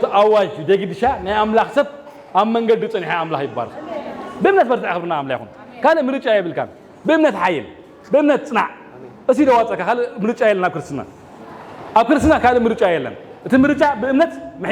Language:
Tigrinya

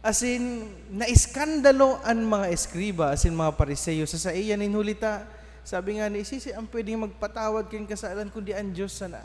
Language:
Bikol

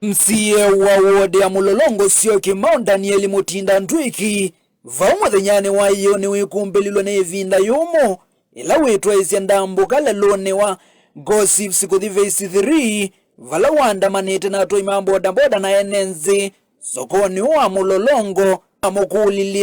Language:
Kamba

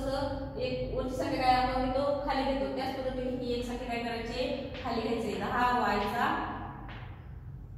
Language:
Marathi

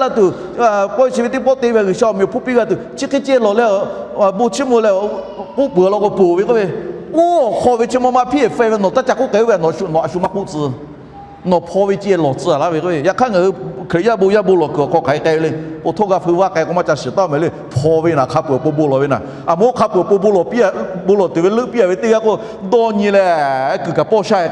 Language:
Lahu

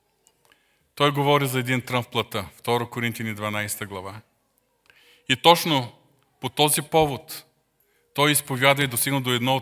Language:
Bulgarian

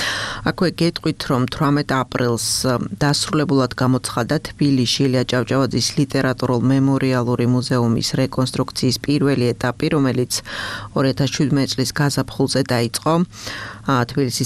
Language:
Georgian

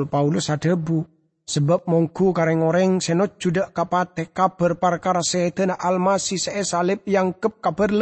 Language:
Madurese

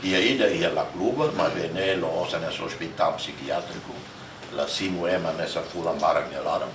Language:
Tetum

